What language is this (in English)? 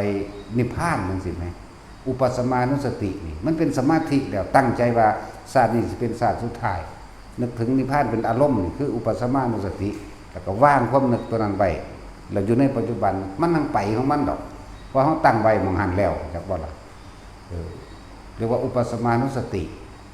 Northeastern Thai